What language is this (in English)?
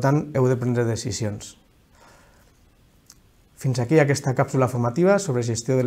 Catalan